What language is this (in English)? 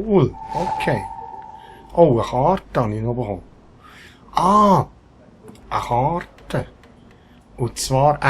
Swiss German